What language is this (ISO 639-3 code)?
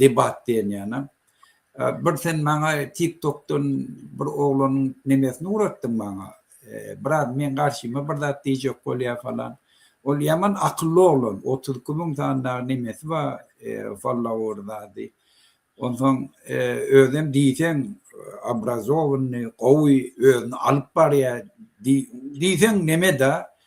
tuk